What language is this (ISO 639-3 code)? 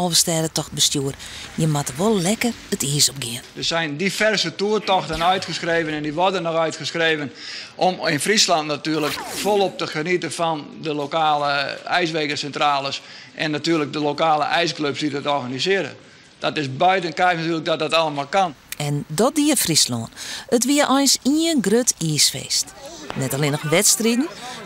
fry